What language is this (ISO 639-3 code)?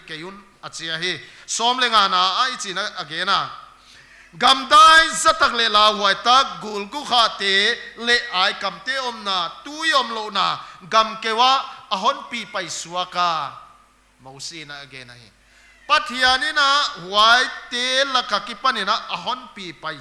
pck